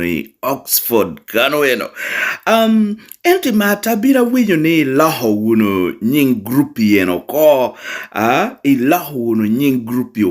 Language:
Lango (Uganda)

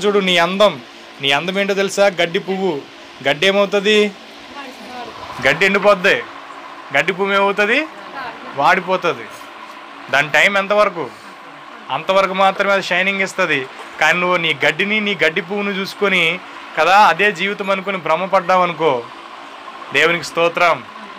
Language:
Telugu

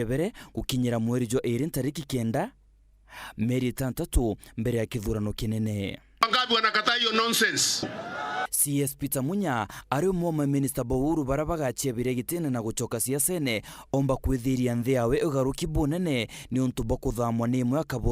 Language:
Meru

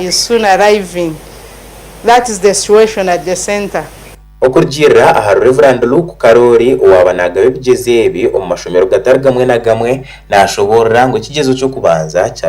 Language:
Nyankole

